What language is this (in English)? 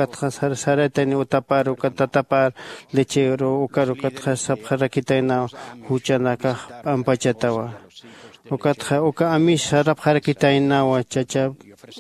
Aymara